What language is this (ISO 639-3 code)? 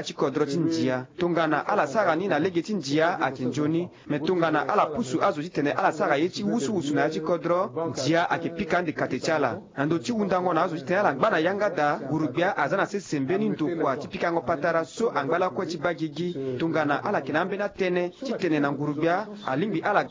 sag